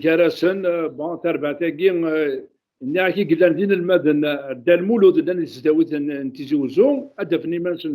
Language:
Kabyle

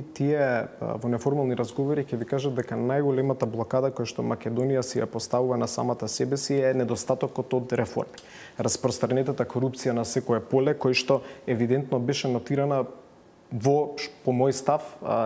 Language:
Macedonian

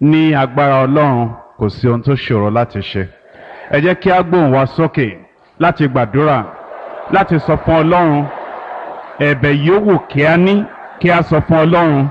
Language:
Yoruba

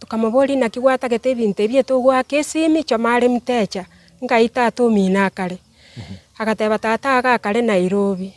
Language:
Gusii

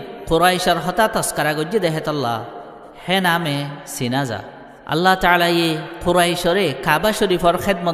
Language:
Rohingya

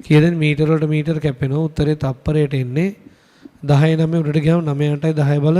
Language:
Sinhala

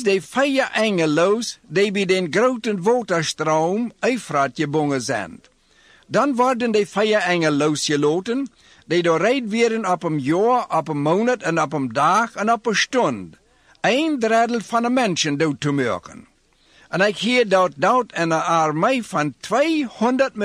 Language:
Dutch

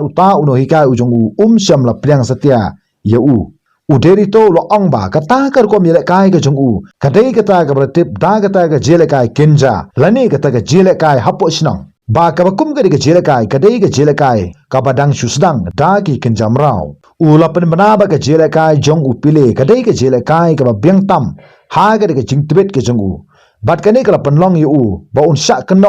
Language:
Khasi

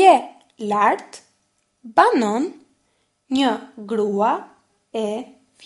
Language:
Albanian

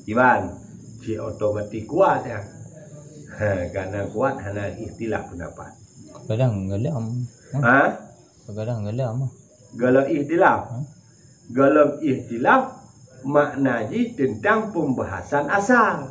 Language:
Achinese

